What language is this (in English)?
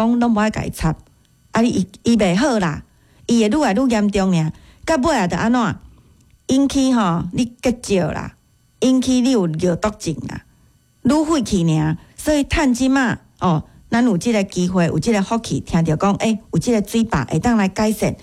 Min Nan Chinese